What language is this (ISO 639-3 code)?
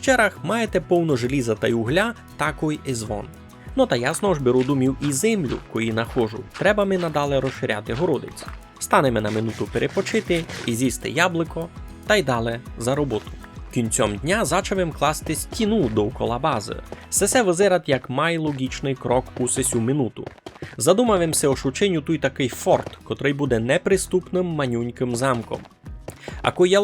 rue